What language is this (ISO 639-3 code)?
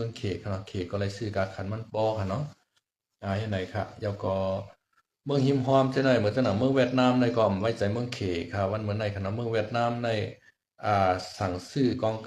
shn